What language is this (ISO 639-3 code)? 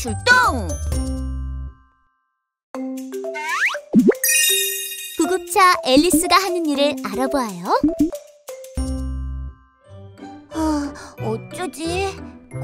kor